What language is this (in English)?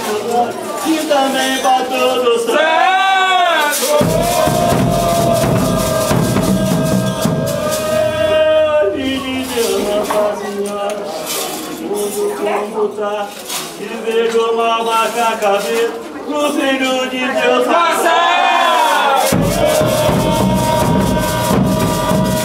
Portuguese